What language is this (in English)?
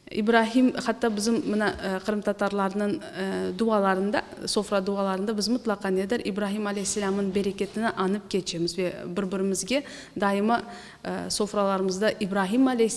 Crimean Tatar